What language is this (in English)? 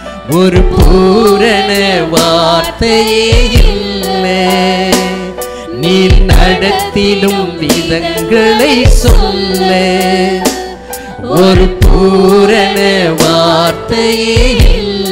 Tamil